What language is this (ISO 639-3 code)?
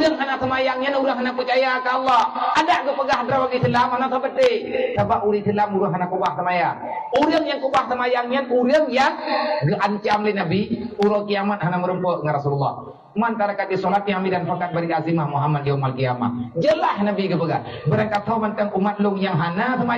ace